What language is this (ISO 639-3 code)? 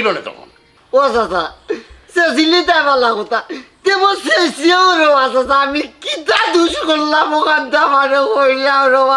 syl